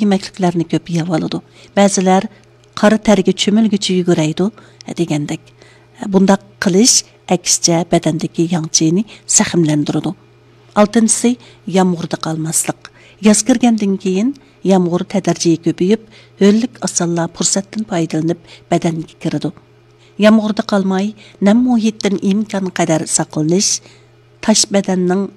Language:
Uyghur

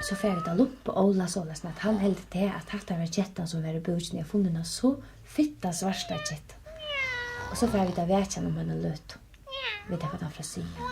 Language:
Faroese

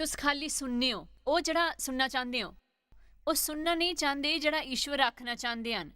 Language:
Dogri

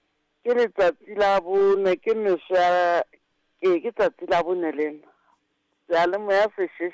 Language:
Southern Sotho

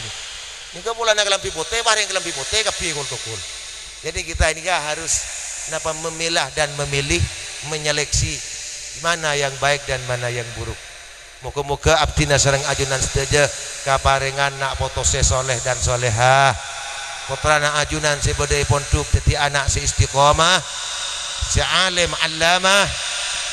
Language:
Madurese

